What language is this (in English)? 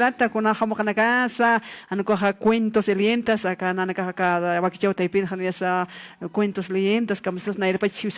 Aymara